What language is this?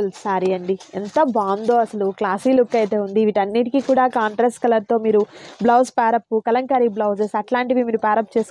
Telugu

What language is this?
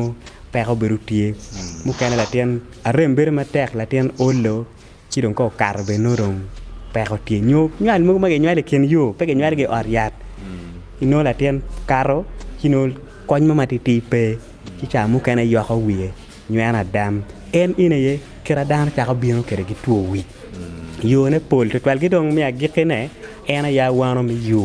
Acoli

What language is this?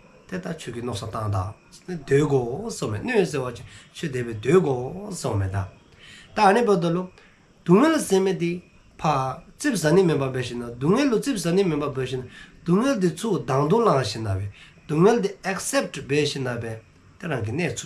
Dzongkha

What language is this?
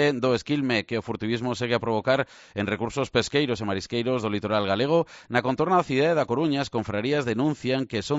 Galician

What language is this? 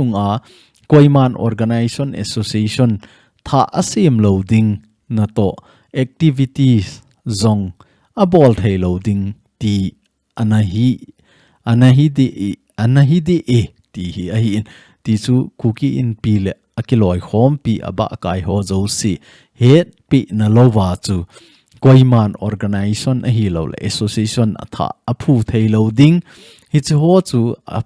Thado Chin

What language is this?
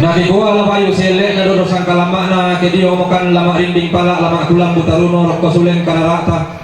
Toraja-Sa'dan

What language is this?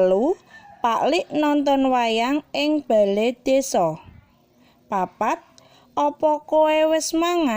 Javanese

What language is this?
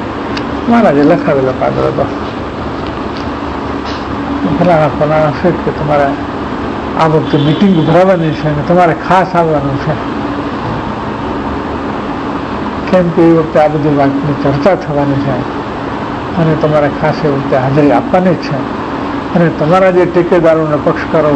Gujarati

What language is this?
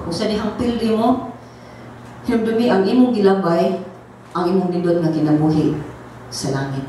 Cebuano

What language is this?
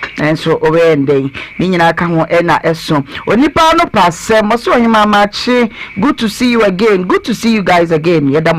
Akan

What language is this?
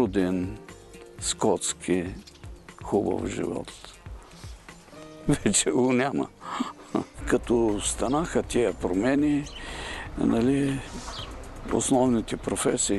Bulgarian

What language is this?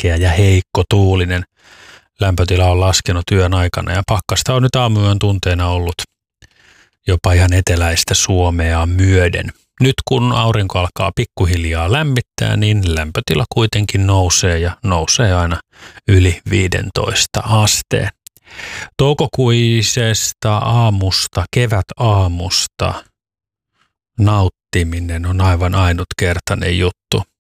Finnish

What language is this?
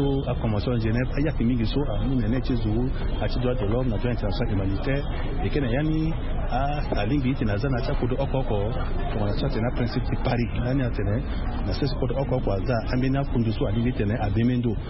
Sango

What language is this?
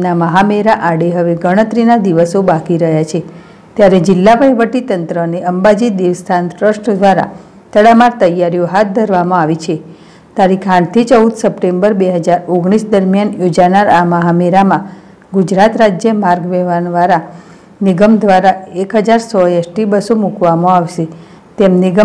Gujarati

